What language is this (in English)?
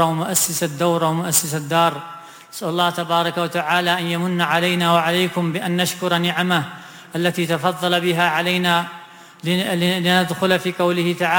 Arabic